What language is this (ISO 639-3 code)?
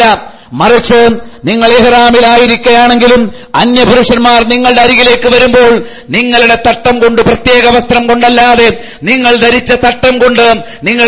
mal